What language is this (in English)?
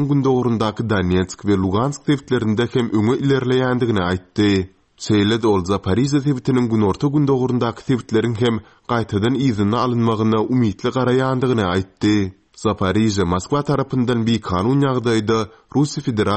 Turkmen